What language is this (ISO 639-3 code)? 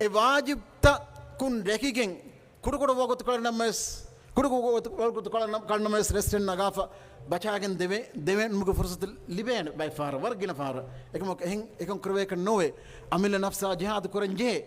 div